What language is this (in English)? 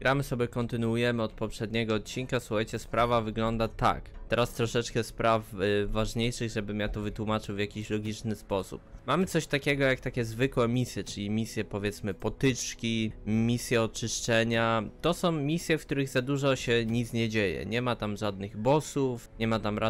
Polish